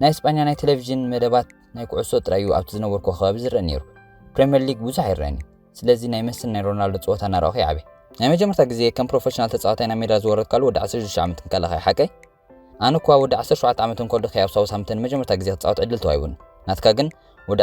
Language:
Tigrinya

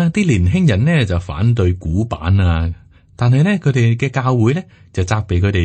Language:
Cantonese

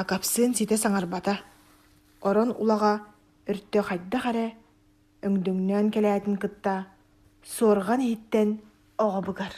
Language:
Yakut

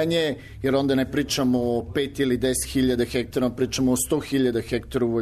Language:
Serbian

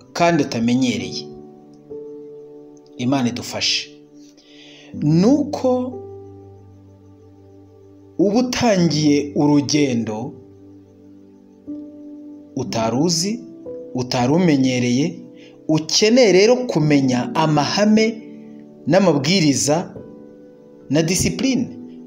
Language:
Kinyarwanda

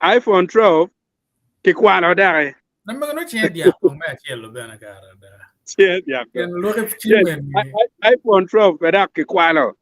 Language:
Acoli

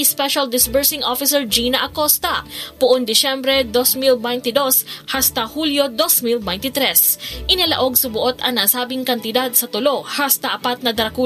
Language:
Bikol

